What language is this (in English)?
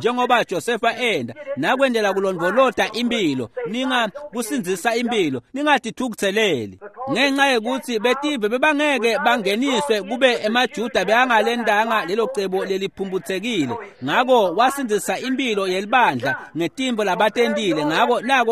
Swati